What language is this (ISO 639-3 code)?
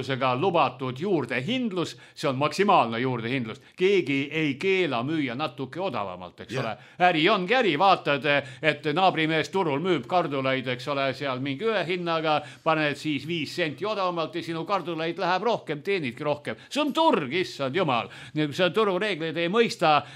est